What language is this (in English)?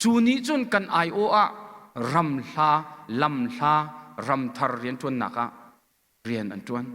Hakha Chin